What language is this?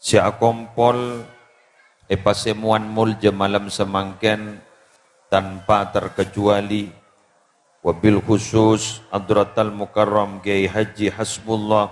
Madurese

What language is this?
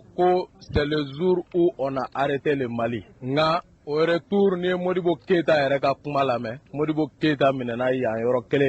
Bambara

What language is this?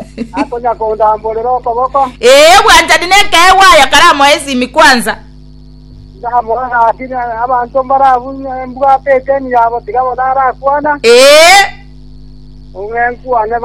Gusii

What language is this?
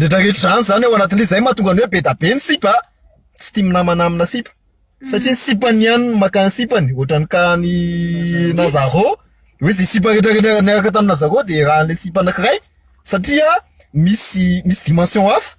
Malagasy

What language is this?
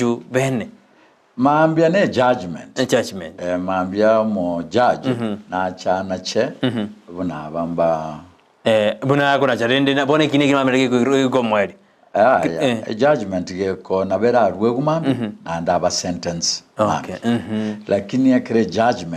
Gusii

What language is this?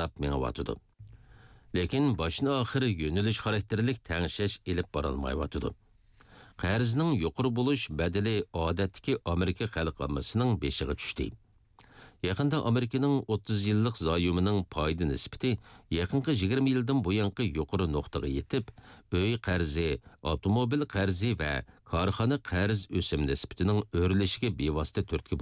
Uyghur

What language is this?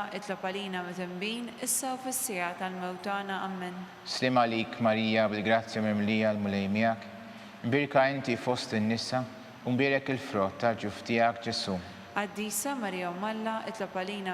Maltese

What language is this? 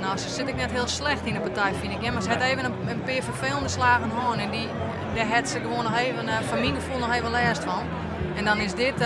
Western Frisian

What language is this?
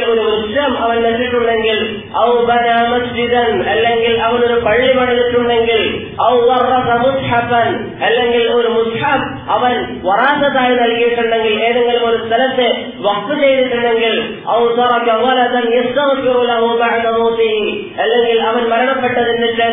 Malayalam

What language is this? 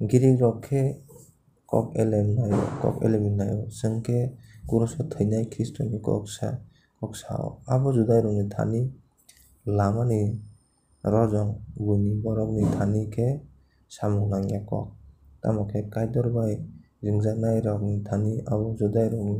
Kok Borok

